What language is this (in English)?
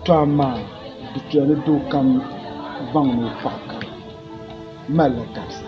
Dagbani